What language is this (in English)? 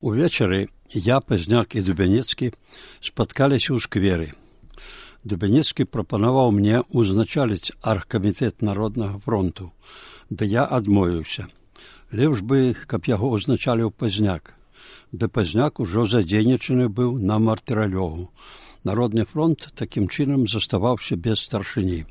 Belarusian